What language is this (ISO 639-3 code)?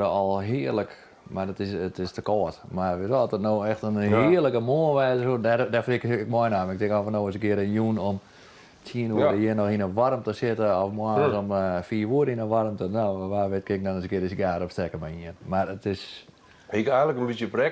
fry